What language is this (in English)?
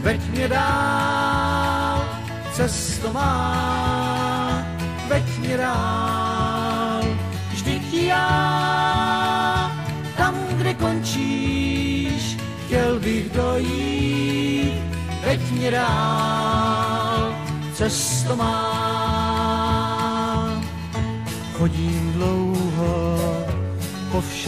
Czech